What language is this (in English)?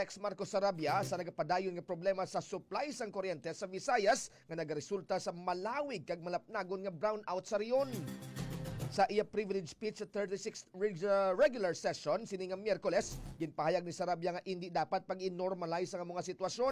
Hiligaynon